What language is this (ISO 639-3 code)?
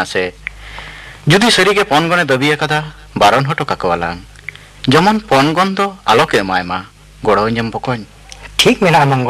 sat